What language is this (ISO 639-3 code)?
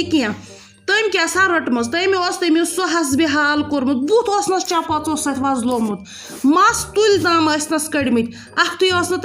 kas